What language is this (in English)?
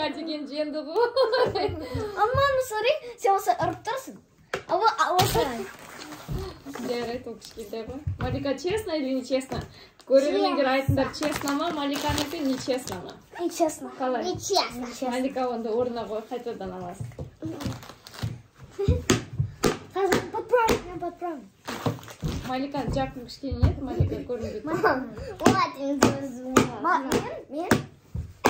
Kazakh